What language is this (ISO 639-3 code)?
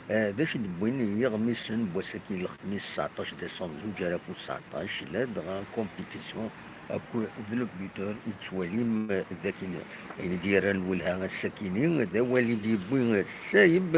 kab